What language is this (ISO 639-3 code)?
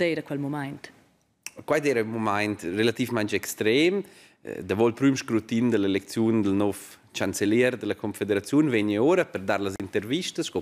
roh